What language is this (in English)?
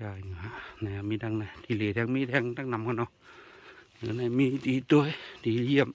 Shan